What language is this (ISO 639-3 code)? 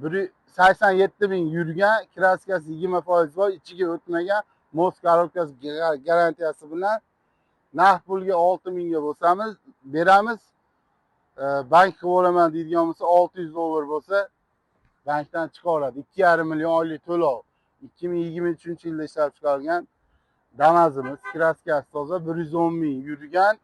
uzb